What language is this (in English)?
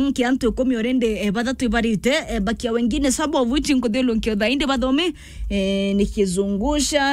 Meru